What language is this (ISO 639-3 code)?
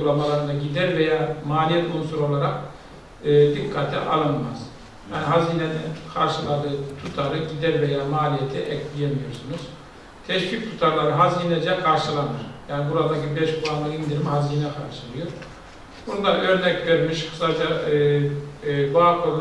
tur